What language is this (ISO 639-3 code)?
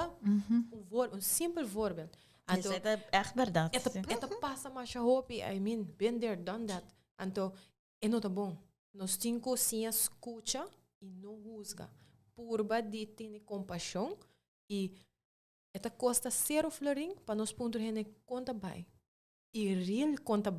pap